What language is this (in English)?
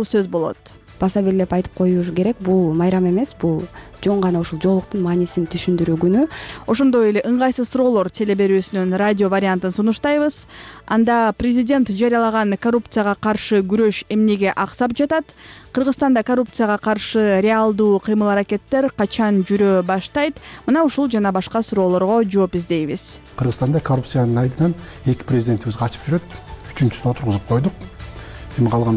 Kyrgyz